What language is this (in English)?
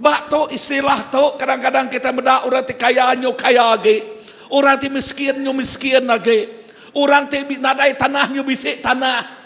Iban